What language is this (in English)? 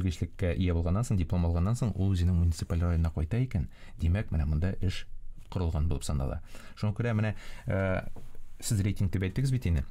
Tatar